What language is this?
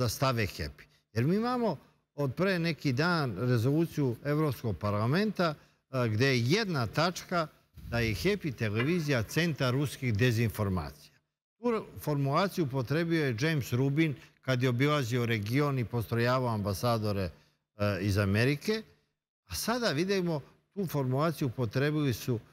Serbian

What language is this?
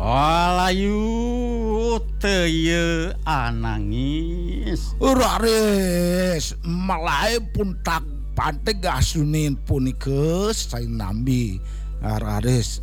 Balinese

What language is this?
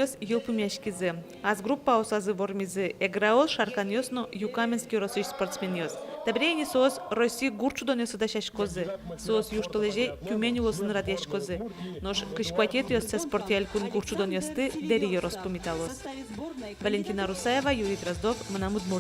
Udmurt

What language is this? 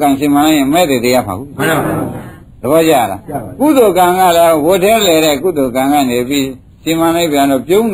Burmese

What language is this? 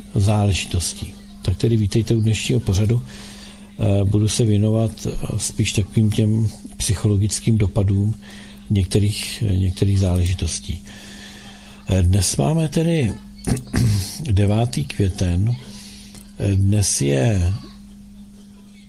Czech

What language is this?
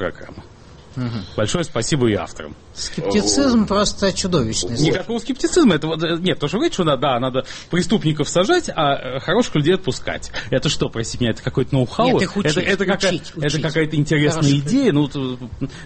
Russian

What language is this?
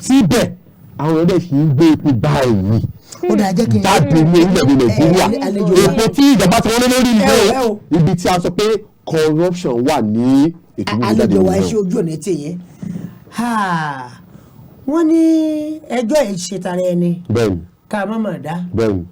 Yoruba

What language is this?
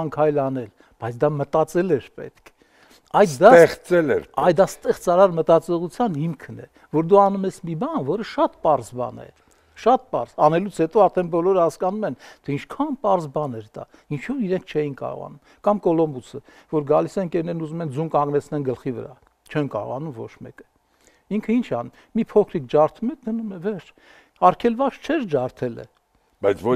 Armenian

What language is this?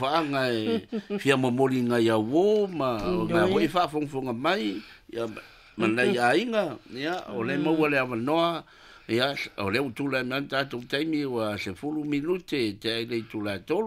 Samoan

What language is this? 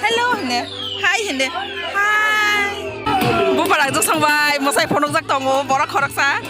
Kok Borok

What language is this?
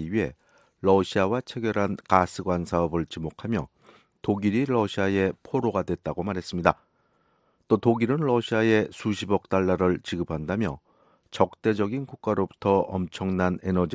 Korean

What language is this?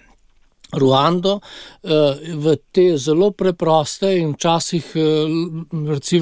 Slovenian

